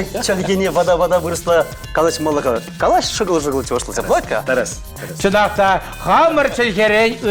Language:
Chuvash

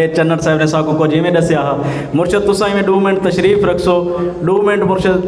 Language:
Saraiki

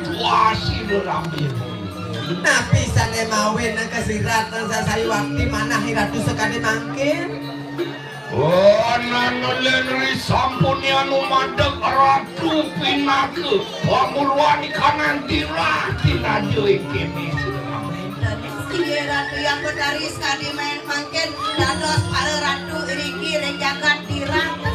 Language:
Balinese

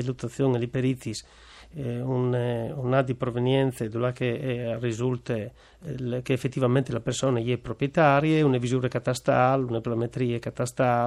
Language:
Friulian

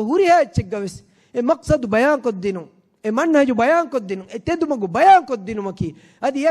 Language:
Divehi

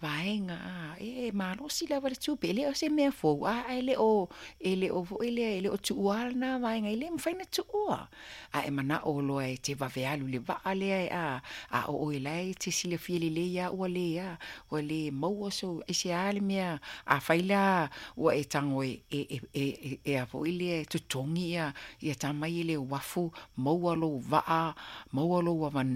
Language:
Samoan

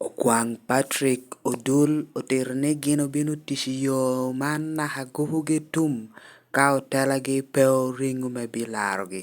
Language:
Lango (Uganda)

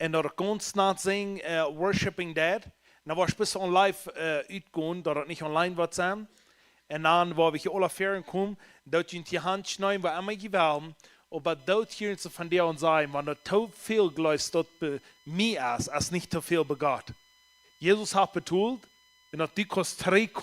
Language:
Plautdietsch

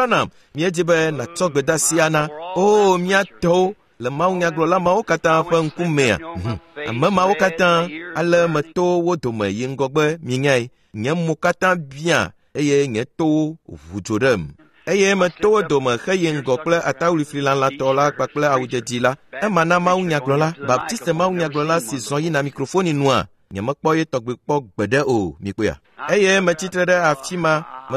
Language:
Ewe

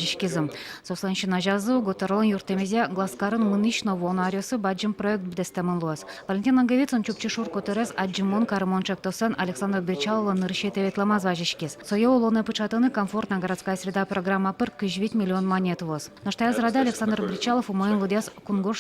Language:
Udmurt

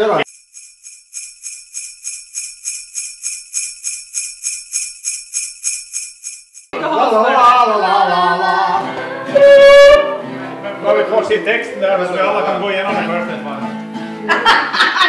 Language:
Swedish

